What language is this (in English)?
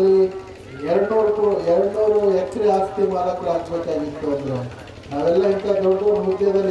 Kannada